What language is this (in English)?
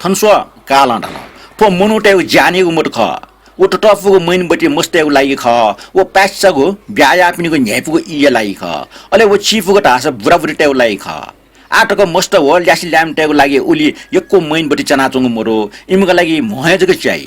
Newari